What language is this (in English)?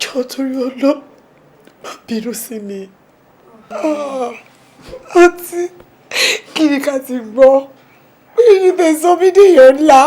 Yoruba